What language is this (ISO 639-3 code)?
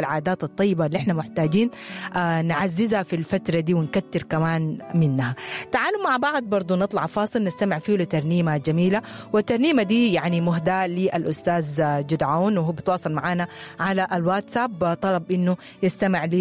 apd